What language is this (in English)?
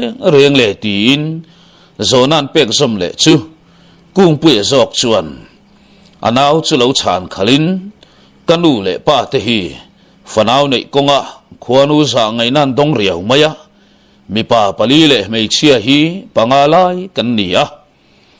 Mizo